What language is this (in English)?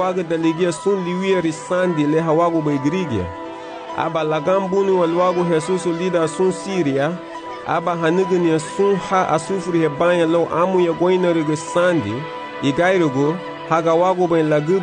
Garifuna